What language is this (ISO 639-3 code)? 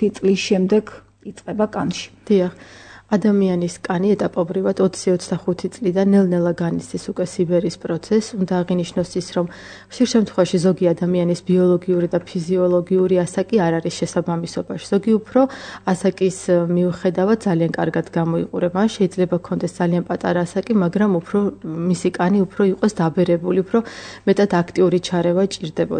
kat